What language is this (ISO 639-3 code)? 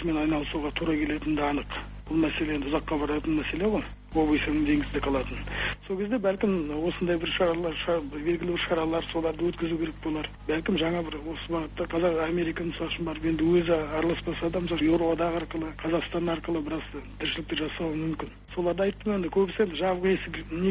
kaz